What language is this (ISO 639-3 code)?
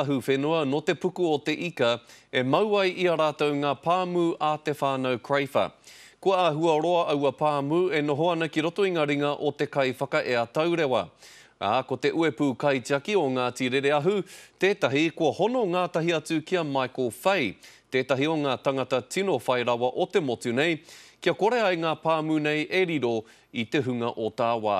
mri